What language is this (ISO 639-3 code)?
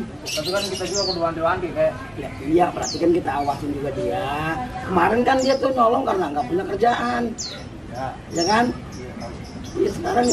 bew